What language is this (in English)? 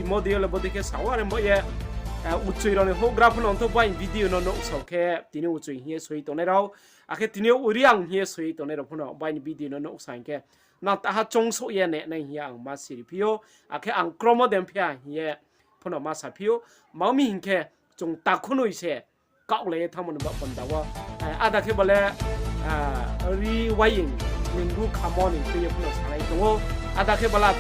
Riang (India)